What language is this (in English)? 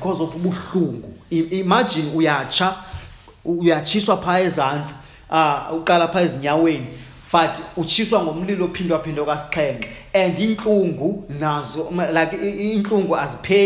Xhosa